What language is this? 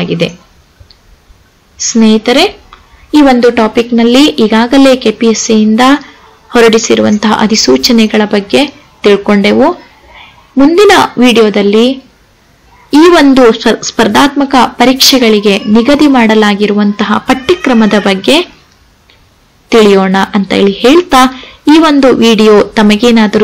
Kannada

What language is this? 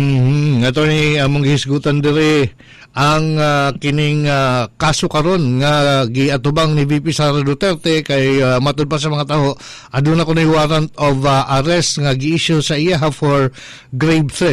Cebuano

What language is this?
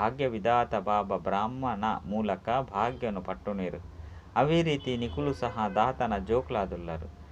Tulu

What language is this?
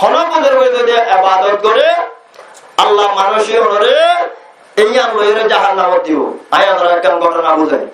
Rohingya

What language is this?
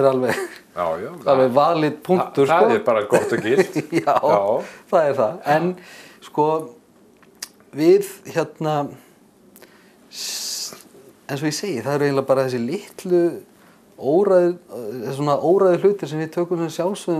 Icelandic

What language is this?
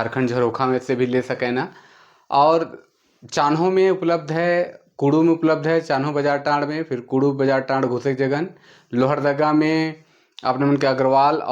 Sadri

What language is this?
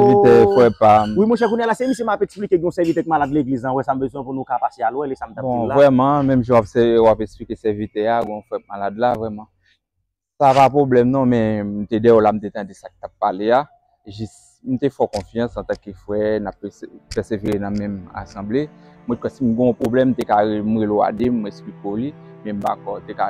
Haitian Creole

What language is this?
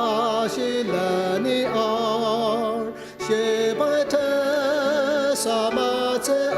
Ao Naga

